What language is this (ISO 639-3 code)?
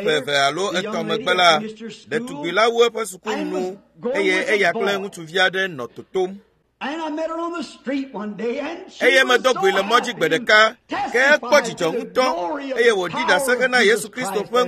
ewe